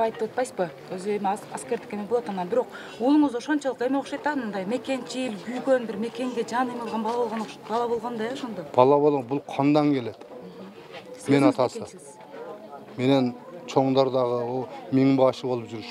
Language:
Kyrgyz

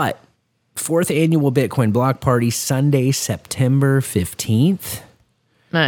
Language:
English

